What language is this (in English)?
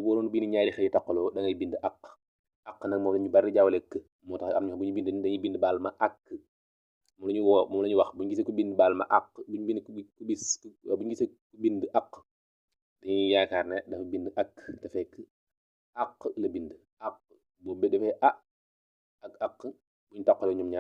Wolof